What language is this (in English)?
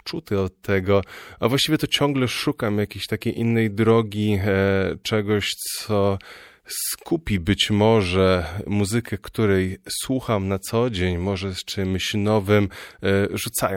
Polish